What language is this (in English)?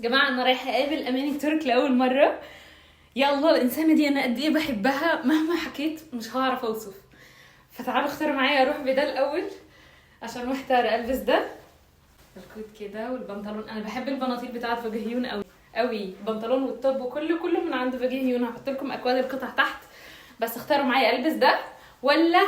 Egyptian Arabic